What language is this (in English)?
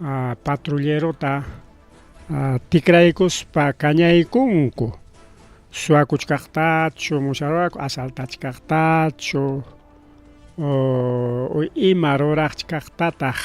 Ayacucho Quechua